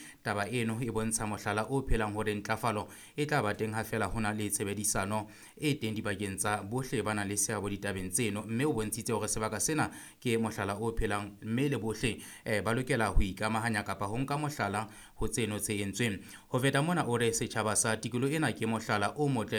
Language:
Southern Sotho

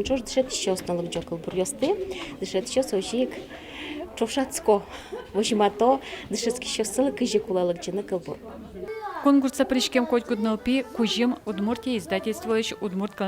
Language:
Udmurt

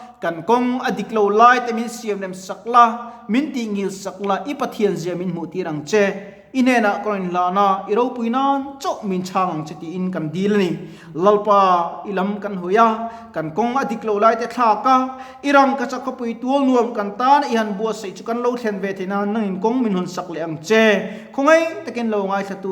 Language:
Mizo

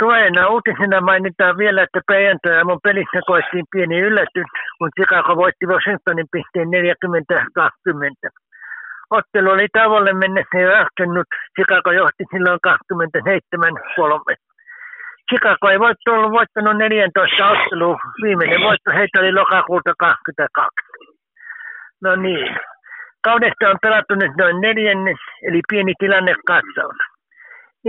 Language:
Finnish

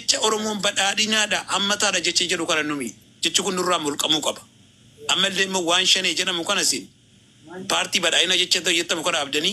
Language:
Oromo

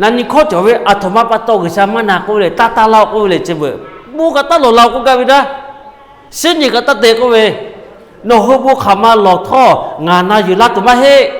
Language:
Lahu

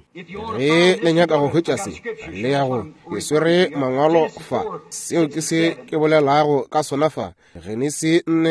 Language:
Northern Sotho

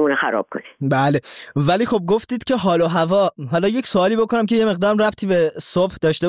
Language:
Persian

